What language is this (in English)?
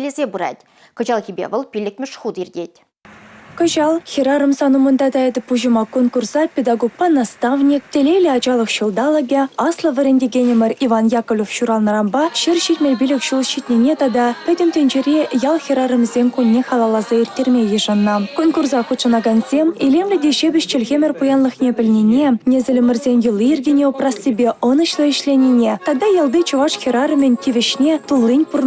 Chuvash